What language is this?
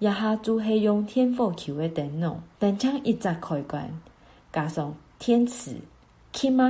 Hakka Chinese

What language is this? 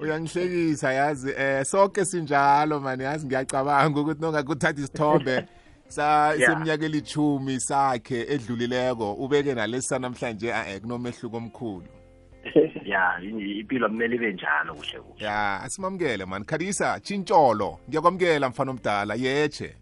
South Ndebele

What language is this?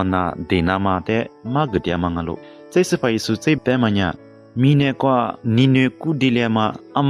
Lisu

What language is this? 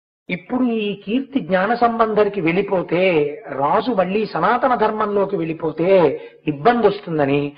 Telugu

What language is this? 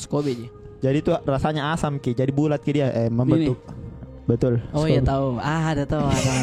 Makassar Malay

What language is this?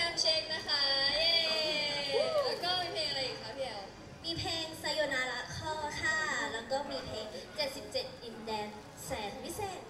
Thai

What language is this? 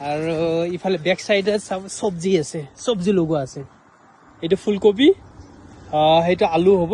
Assamese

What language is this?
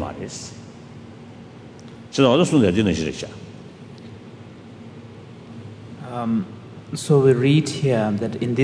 English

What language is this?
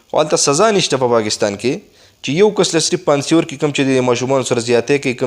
Pashto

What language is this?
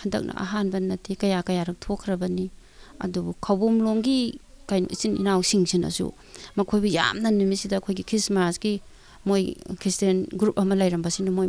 Manipuri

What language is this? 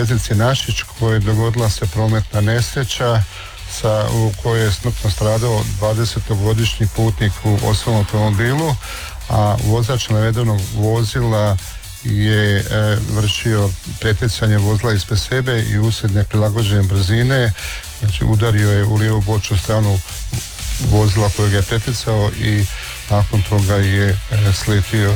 Croatian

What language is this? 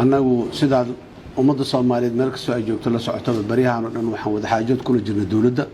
Somali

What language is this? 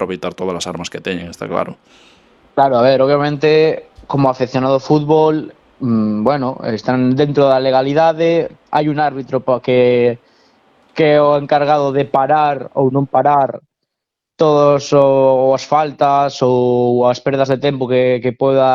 Galician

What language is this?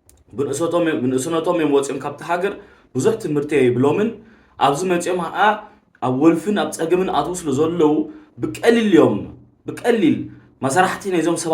Tigrinya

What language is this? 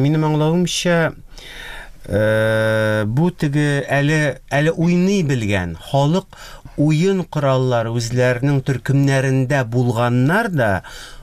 Tatar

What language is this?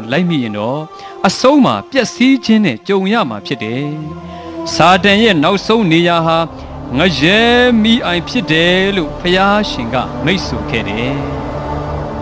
Burmese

